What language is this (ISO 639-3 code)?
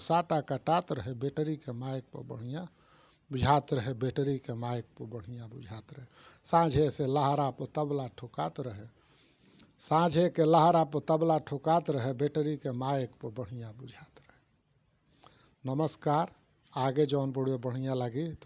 bho